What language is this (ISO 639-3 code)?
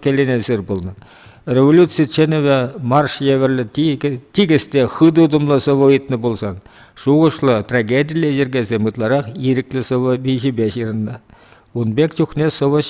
chv